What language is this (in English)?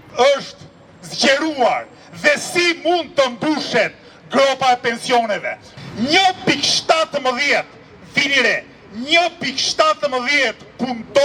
Albanian